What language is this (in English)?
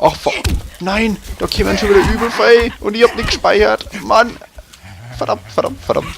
Bavarian